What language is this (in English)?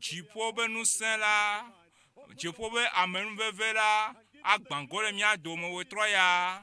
Ewe